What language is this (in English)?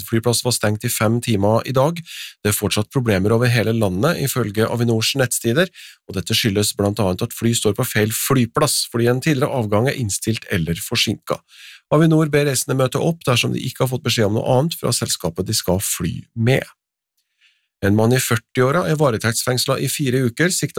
Norwegian